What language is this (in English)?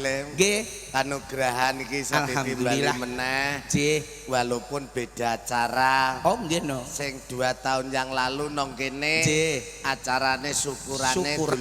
Javanese